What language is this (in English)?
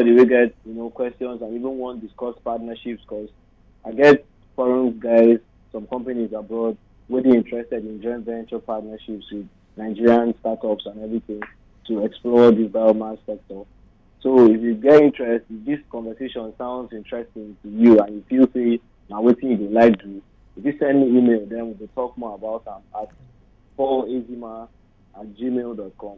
Nigerian Pidgin